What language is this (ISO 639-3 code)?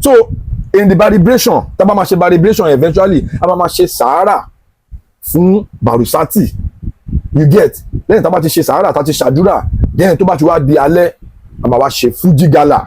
yor